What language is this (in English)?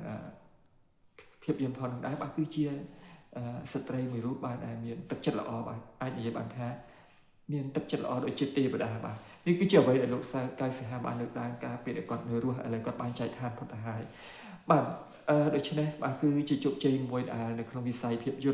Khmer